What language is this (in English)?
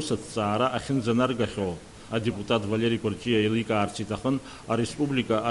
Abkhazian